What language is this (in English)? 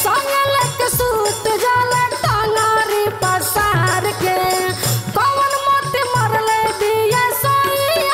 Bhojpuri